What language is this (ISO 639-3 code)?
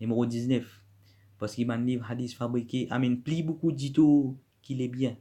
mfe